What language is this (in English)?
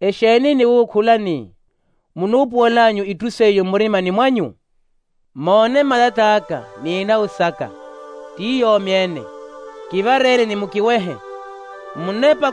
Makhuwa